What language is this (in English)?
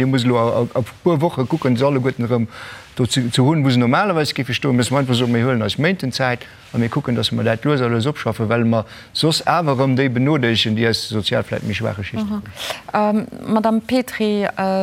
Luxembourgish